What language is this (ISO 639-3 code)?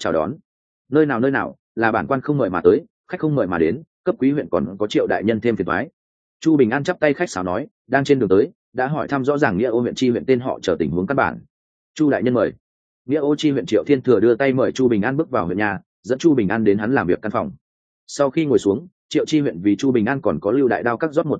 vie